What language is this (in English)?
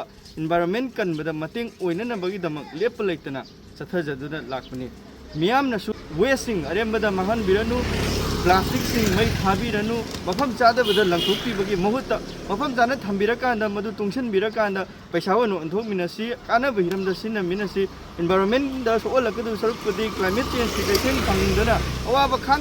Manipuri